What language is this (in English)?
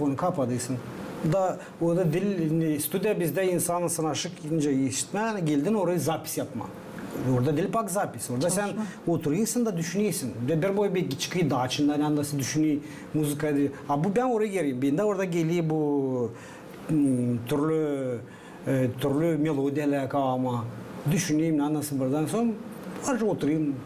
Gagauz